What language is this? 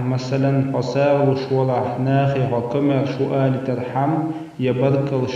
Chechen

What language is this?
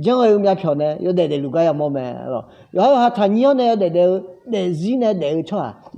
Akha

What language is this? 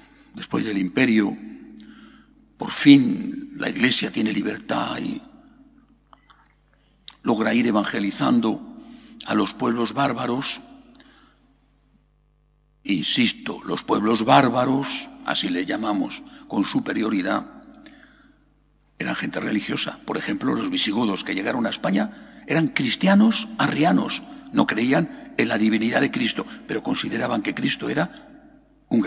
Spanish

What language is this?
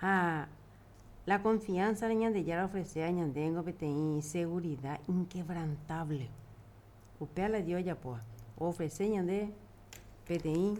Guarani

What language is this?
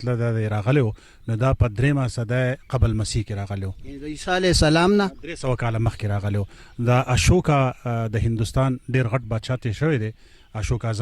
Pashto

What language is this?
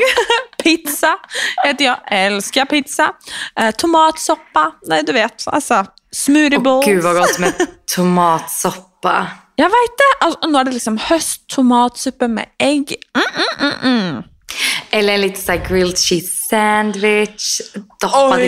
Swedish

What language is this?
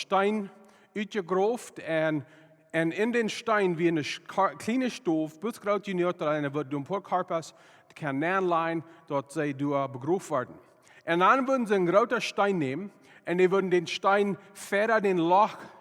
Plautdietsch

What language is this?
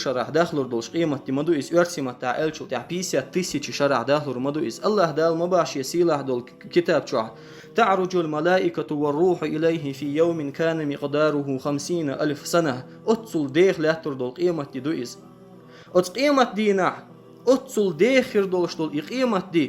Chechen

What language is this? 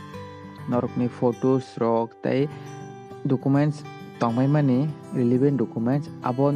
Kok Borok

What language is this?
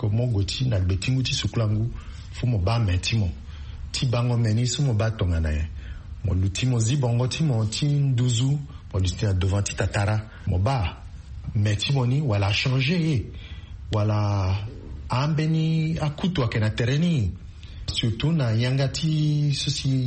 Sango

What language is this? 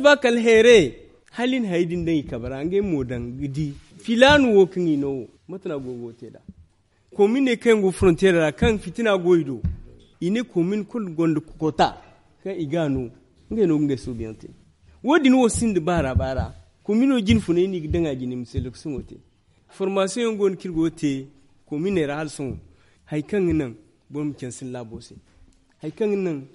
Zarma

